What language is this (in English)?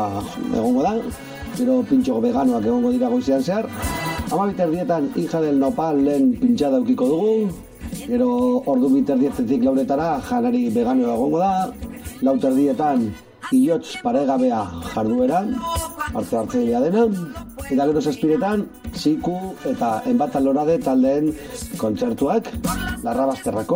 Basque